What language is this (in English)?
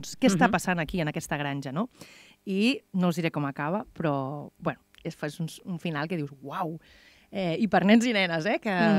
Catalan